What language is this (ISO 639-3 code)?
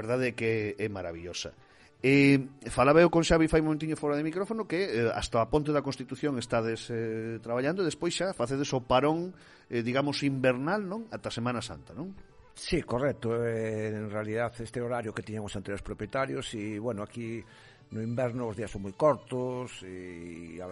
glg